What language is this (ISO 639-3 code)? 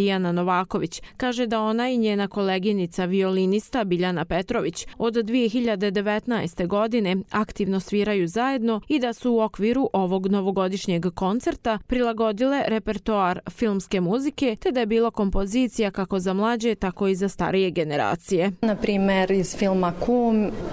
srp